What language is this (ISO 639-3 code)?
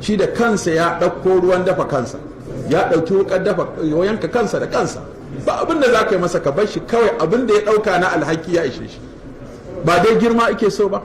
hau